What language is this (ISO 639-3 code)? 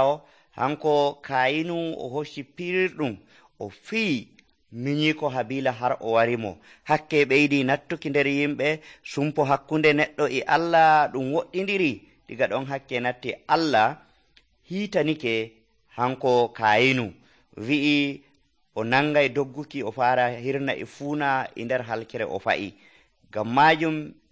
fuv